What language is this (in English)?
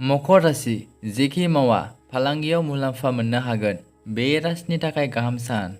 Bodo